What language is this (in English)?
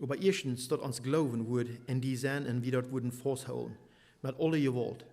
Plautdietsch